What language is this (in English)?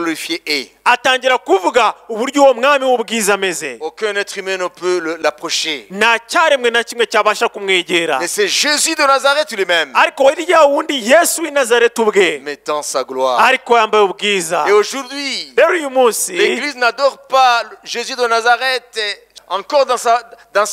Kinyarwanda